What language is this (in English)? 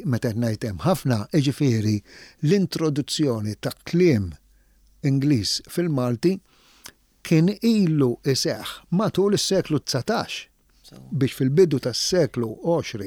Maltese